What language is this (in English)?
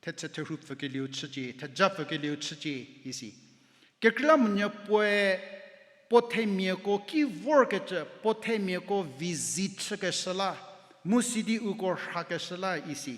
Angami Naga